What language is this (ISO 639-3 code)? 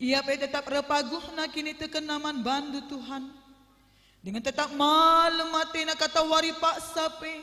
btx